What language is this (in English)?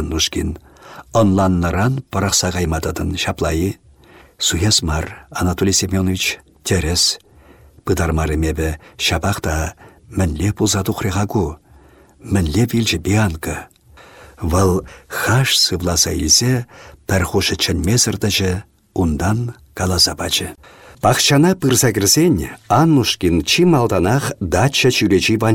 Chuvash